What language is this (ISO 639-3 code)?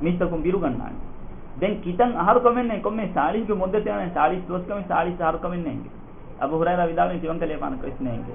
div